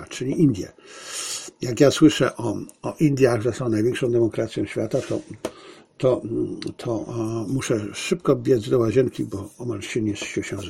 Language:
Polish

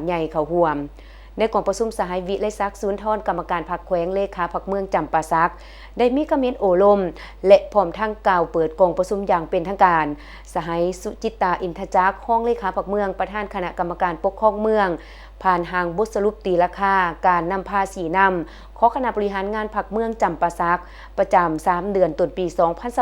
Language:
Lao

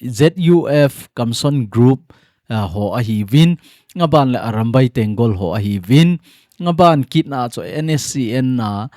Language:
Thado Chin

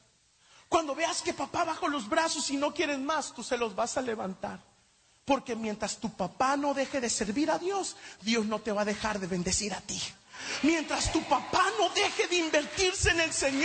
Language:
Spanish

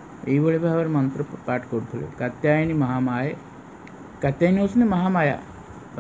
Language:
Odia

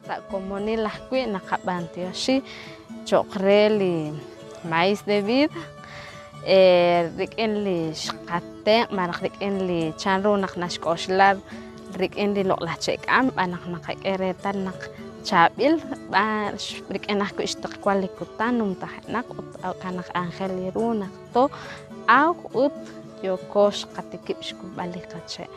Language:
Kekchí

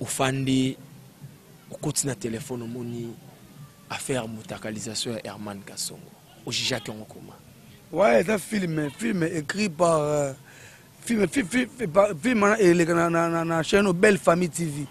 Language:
Lingala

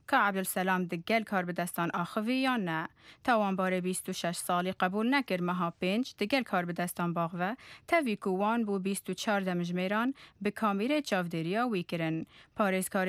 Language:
Kurdish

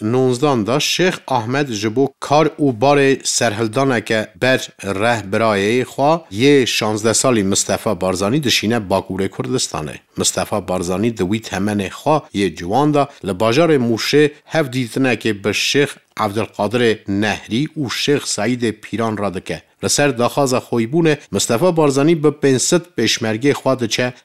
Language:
Kurdish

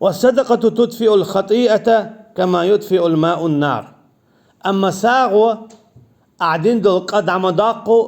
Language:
Chechen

